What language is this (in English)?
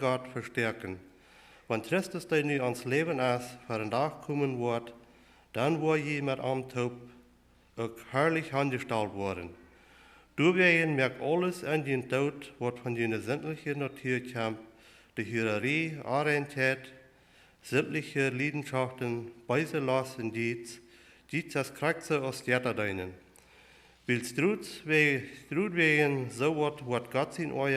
Plautdietsch